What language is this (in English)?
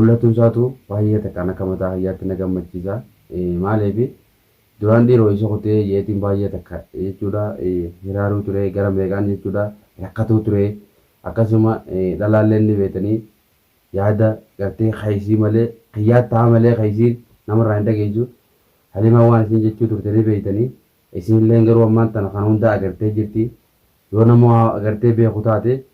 Oromo